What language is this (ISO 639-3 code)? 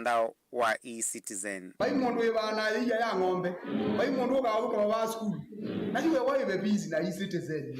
kam